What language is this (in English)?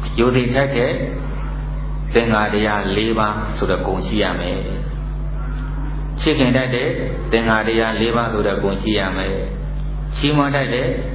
Burmese